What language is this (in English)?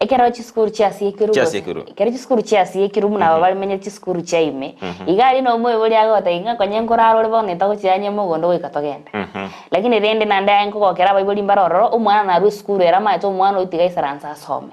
Gusii